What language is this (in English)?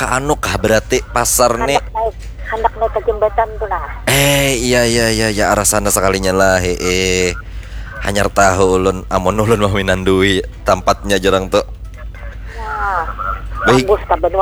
Banjar